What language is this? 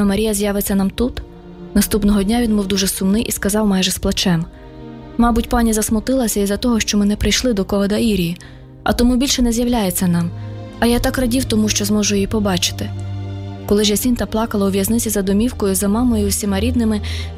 Ukrainian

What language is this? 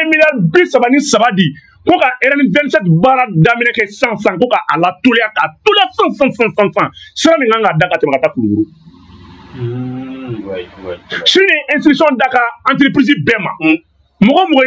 Bambara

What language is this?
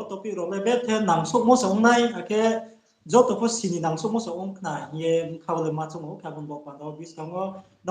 Riang (India)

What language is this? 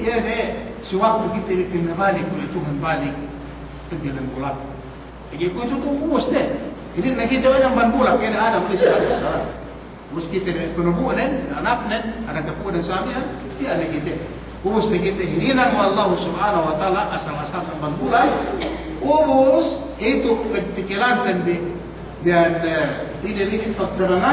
Yakan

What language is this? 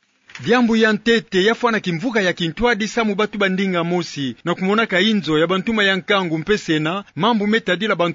Kituba (Democratic Republic of Congo)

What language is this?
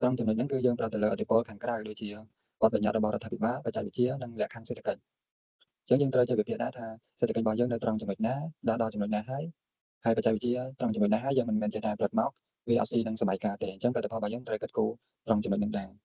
Khmer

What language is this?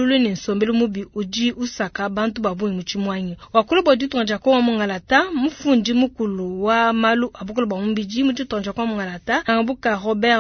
Luba-Lulua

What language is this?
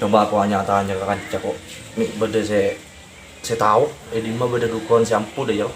Madurese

